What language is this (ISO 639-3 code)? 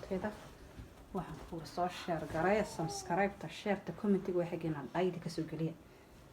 som